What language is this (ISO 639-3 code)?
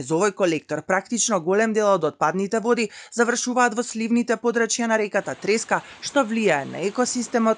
mkd